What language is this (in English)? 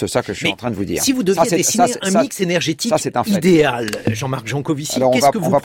French